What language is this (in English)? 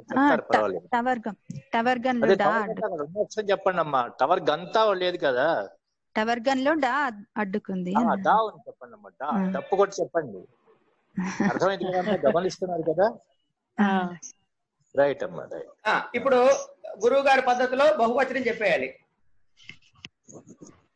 Telugu